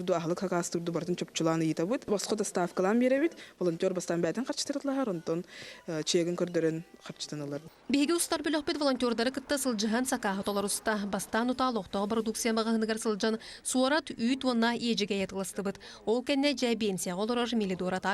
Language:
Yakut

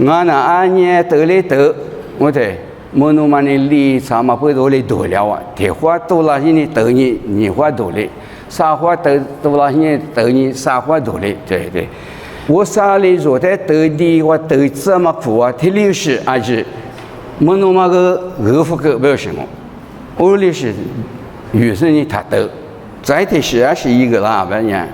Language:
Lisu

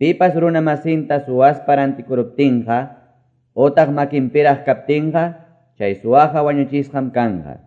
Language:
Quechua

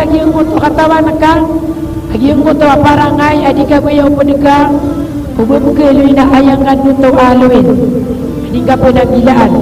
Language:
Maranao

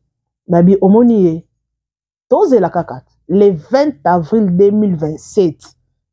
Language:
Lingala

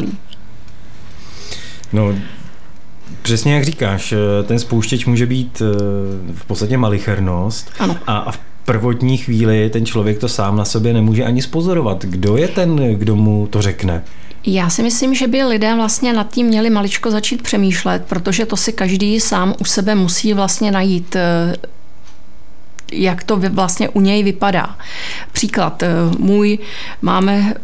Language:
Czech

